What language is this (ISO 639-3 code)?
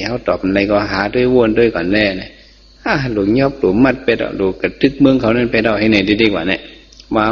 shn